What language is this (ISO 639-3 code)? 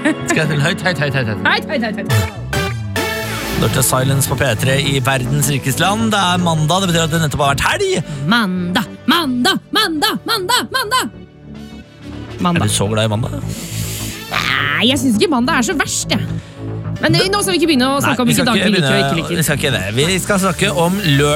nor